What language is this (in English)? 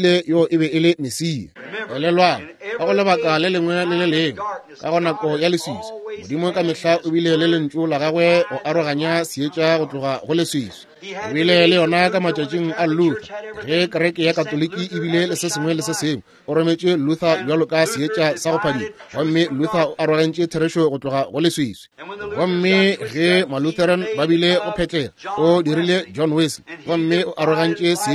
Northern Sotho